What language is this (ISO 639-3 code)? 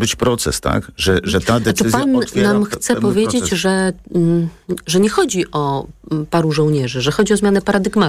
pol